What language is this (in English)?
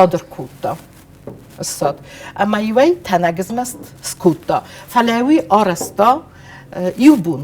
Ossetic